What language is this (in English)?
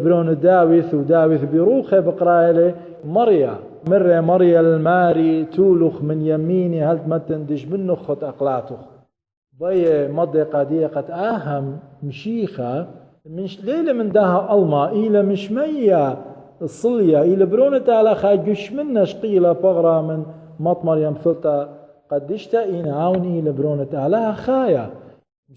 Assyrian Neo-Aramaic